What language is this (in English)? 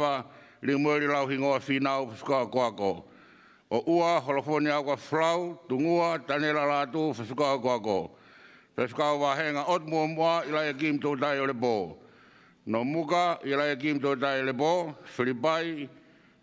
Tongan